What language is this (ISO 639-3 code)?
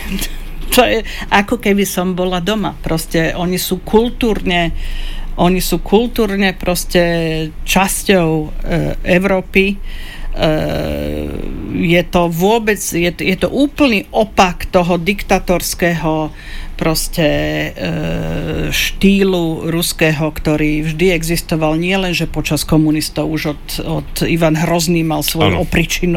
slk